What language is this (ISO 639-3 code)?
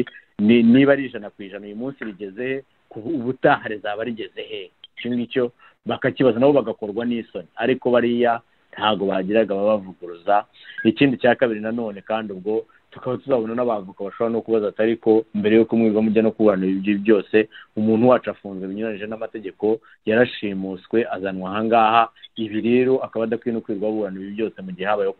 kin